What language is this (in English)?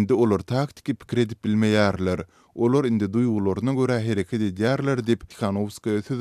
Turkmen